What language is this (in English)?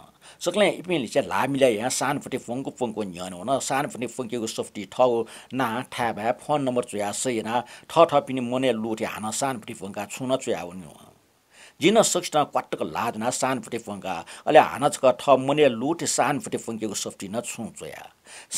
Newari